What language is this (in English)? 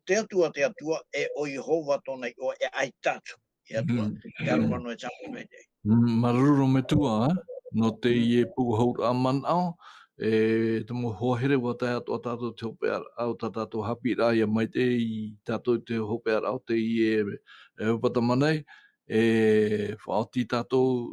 Tahitian